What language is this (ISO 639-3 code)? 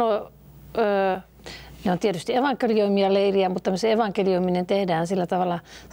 fin